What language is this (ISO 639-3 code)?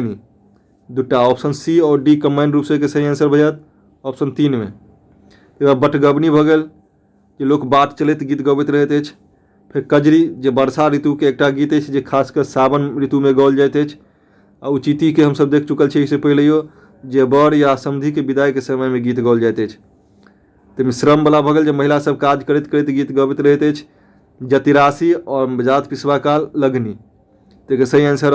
mai